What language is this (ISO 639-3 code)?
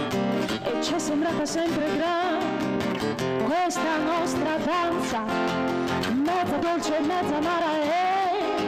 ita